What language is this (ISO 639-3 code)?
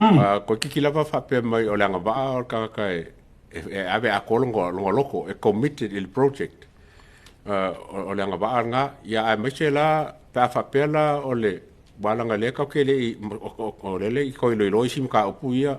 smo